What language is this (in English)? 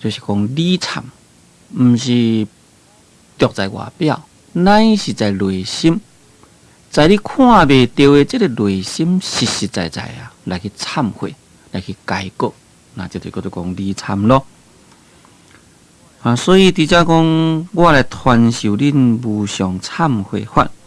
Min Nan Chinese